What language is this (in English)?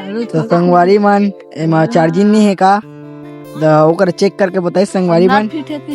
Chhattisgarhi